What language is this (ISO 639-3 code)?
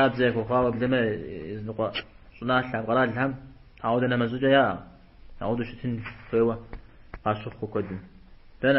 kbd